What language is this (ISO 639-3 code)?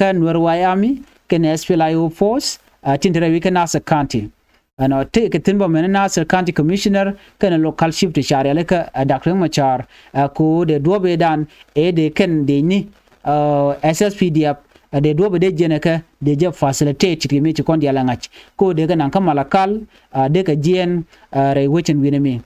nus